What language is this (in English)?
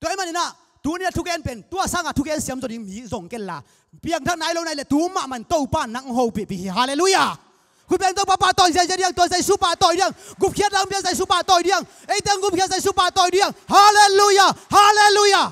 Tedim Chin